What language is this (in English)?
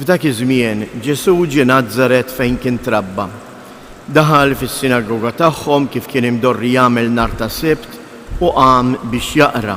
Maltese